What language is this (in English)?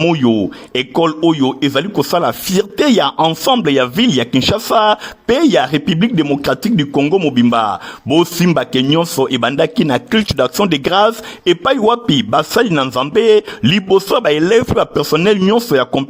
Lingala